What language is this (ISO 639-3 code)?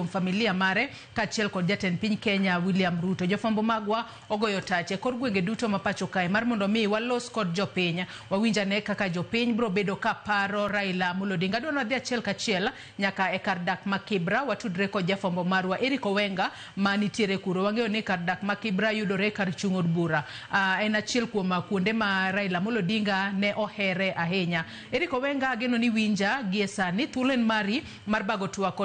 luo